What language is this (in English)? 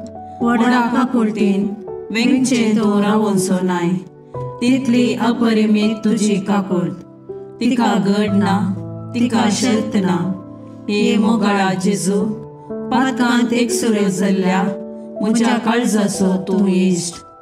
Konkani